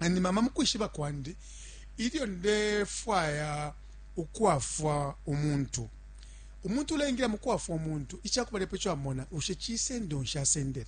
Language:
Bemba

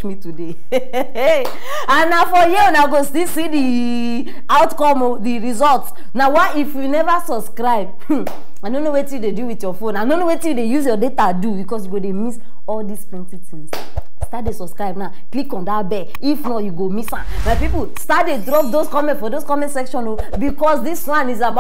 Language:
Nigerian Pidgin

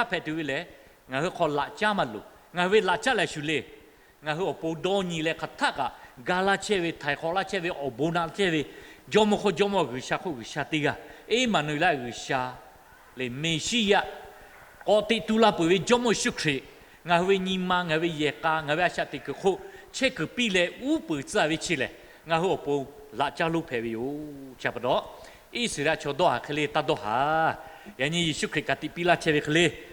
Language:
Lahu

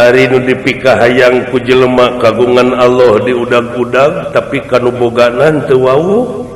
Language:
Sundanese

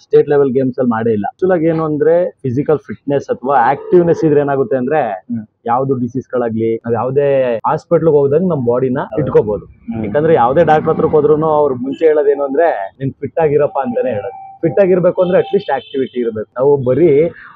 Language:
Kannada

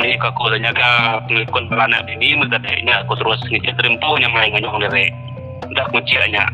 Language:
Iban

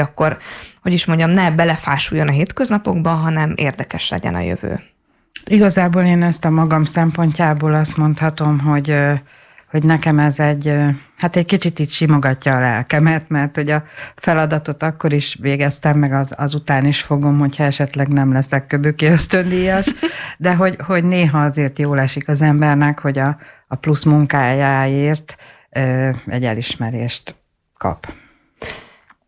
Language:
Hungarian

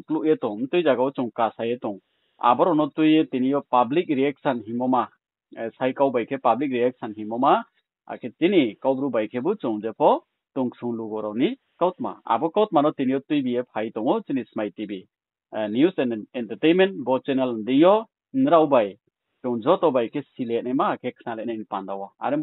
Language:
Riang (India)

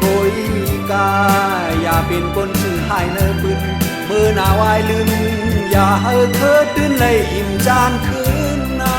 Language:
Shan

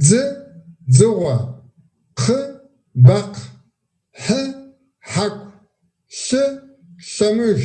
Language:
Kabardian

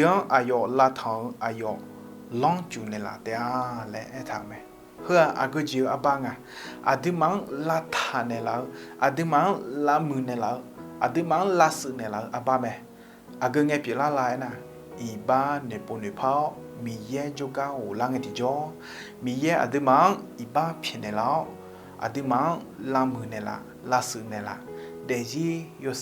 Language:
Akha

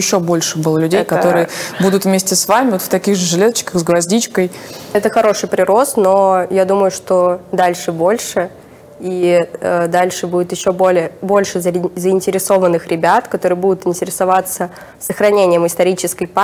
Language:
Russian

